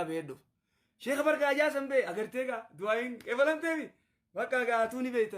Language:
Oromo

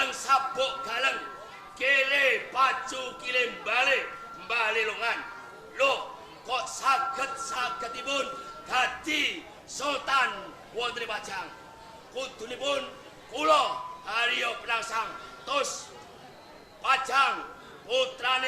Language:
Javanese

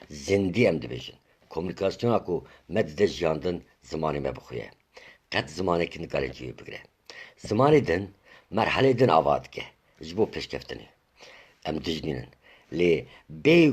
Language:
Kurdish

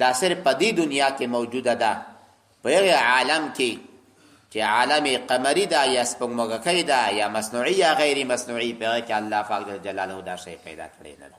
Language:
Pashto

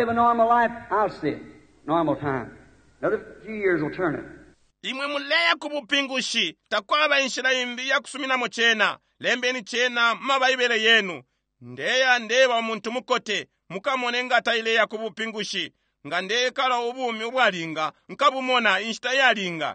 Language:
Bemba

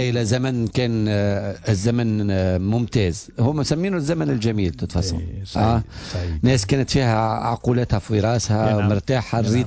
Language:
Tunisian Arabic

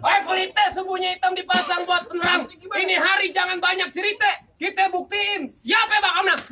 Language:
Betawi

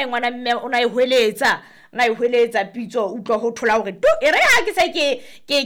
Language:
Southern Sotho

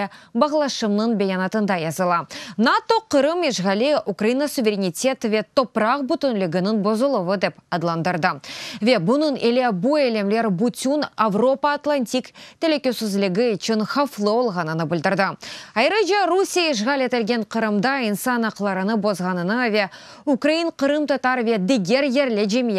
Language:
Crimean Tatar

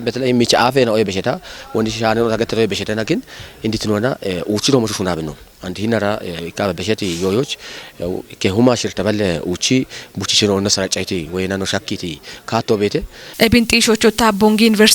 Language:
Kafa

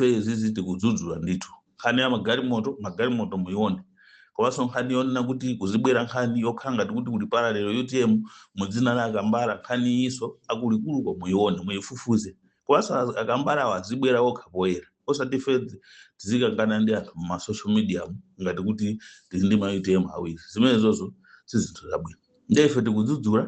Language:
Nyanja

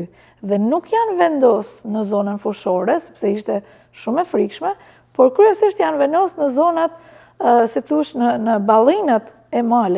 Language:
Albanian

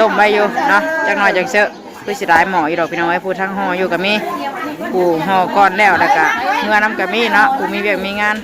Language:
Northeastern Thai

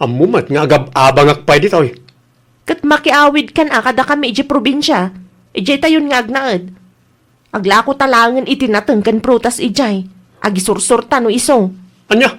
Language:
Iloko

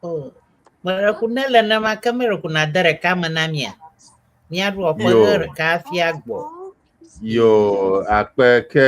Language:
Ewe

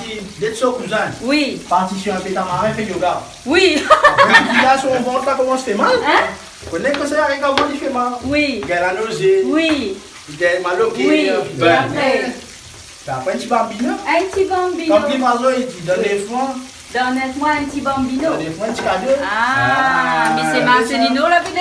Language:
Réunion Creole French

